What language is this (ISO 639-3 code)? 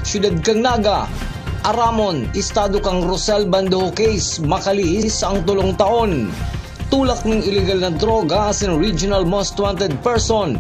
bik